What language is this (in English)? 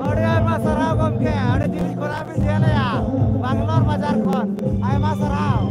Santali